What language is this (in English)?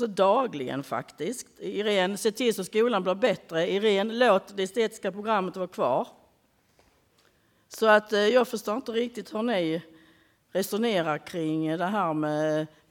Swedish